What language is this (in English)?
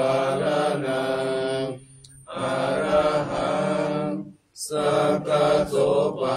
Pali